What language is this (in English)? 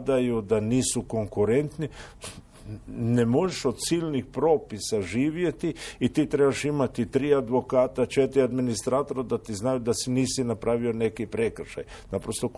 Croatian